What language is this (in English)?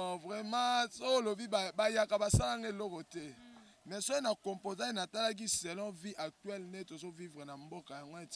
Lingala